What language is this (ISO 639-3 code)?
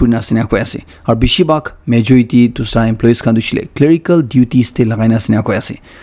nag